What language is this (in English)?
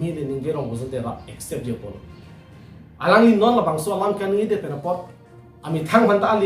Karbi